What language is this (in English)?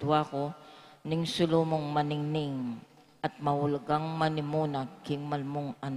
Pampanga